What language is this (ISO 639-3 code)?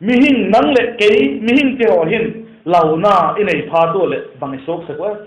vap